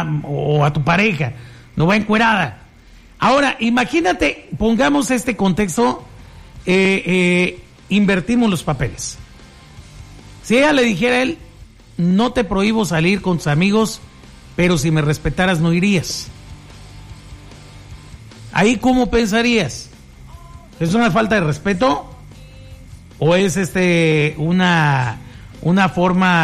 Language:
Spanish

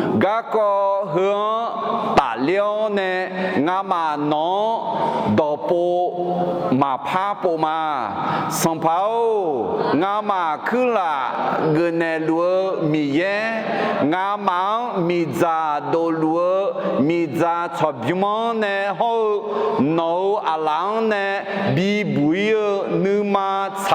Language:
Akha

